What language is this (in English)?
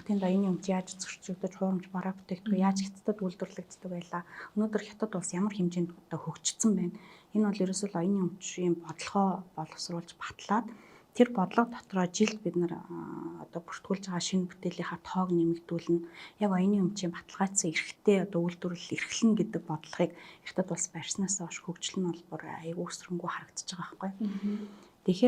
Mongolian